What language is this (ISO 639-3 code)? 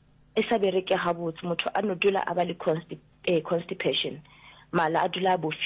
nso